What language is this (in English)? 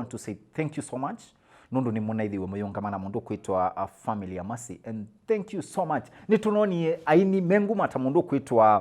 Kamba